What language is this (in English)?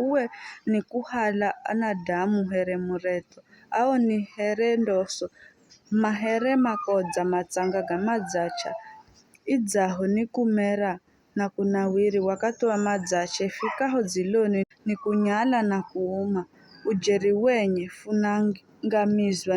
Giryama